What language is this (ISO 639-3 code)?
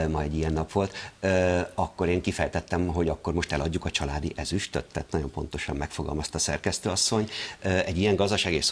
hun